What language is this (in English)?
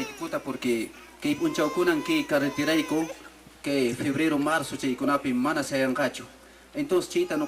Quechua